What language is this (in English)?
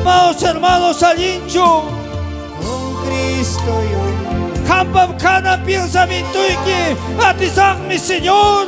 Ayacucho Quechua